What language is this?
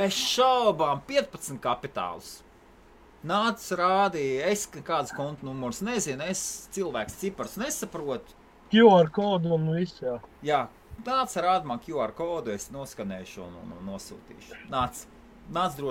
Latvian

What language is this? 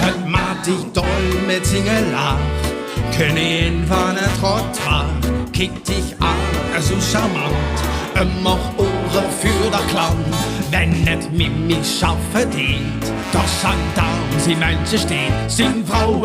Limburgish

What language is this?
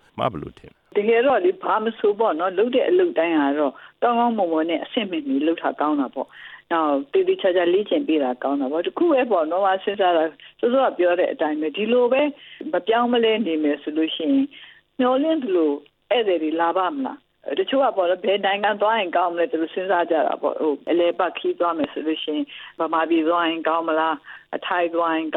Burmese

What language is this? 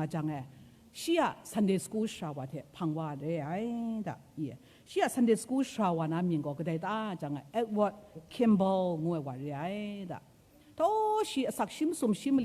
Kachin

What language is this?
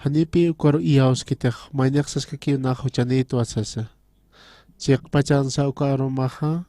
Aymara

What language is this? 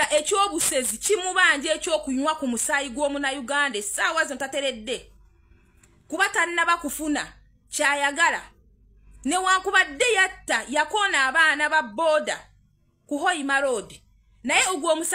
Ganda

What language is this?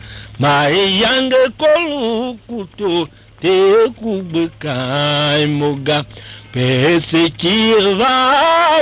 Tiv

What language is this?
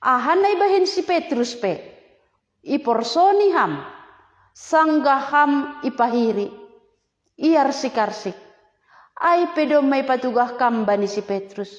Batak Simalungun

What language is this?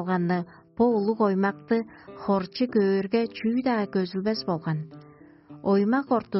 Tuvinian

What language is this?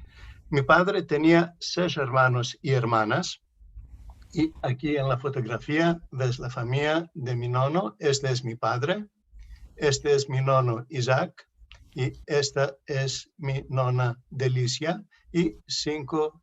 Ladino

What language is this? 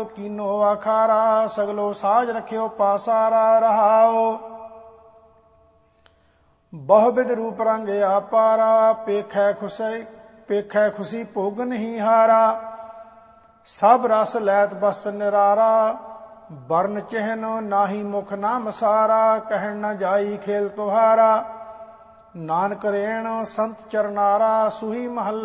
Punjabi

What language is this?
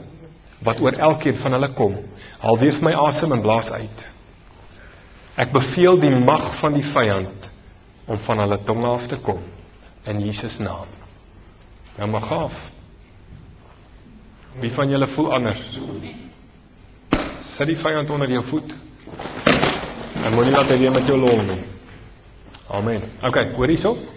Afrikaans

